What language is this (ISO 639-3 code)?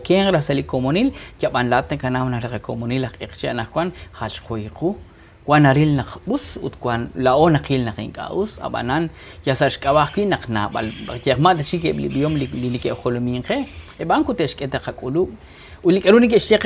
kek